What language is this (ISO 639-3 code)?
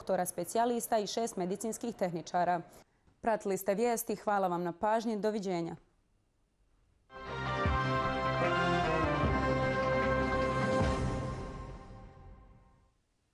bos